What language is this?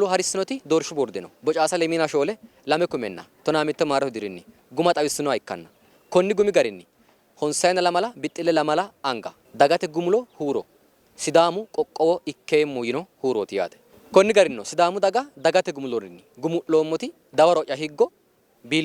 Sidamo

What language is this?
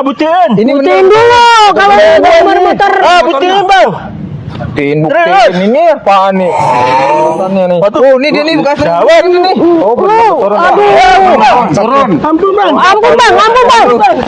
Betawi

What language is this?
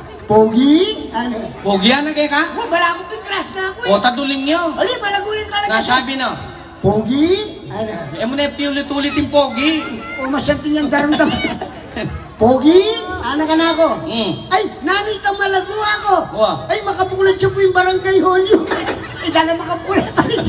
Pampanga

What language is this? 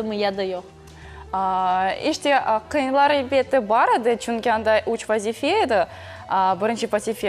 Crimean Tatar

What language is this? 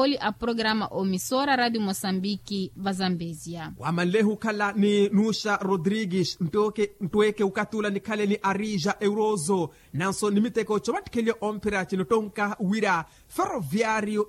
Makhuwa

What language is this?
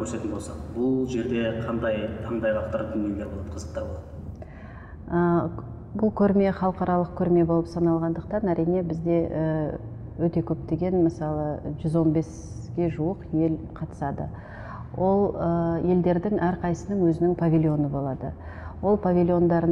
Kazakh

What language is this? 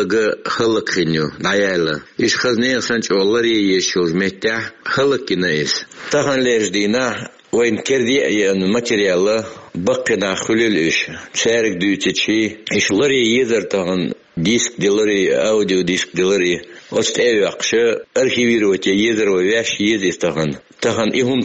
Chechen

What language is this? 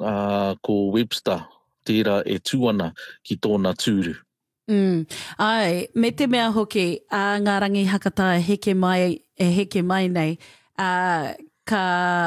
Māori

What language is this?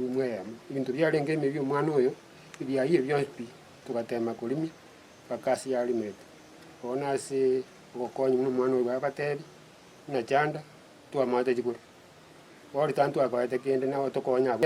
Gusii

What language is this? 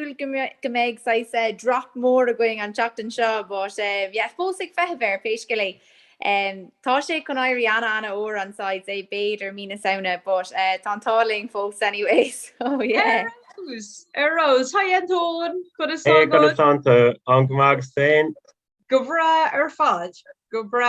Irish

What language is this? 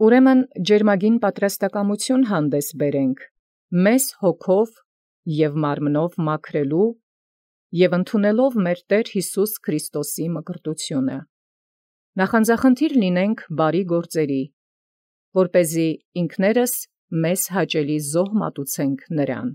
Armenian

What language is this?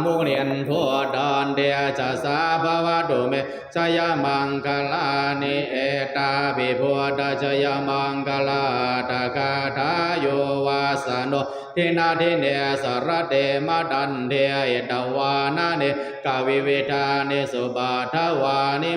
Pali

